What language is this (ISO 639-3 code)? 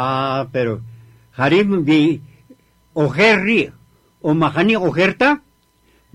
cak